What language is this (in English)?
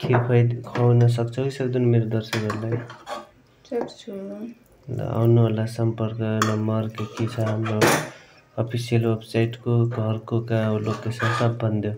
Nepali